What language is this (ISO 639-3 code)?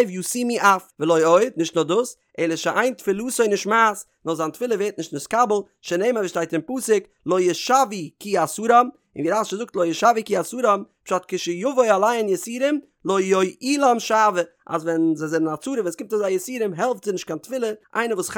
yid